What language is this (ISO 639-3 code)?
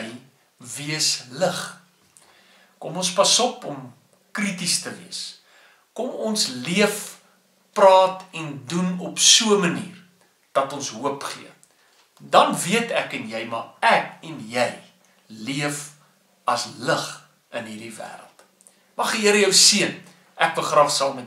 afr